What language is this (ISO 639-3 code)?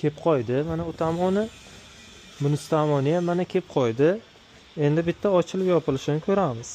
uzb